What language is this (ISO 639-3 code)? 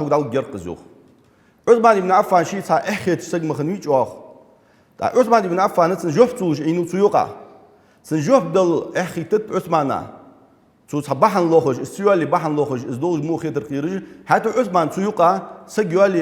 inh